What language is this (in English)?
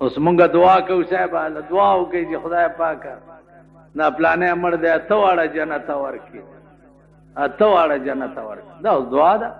Pashto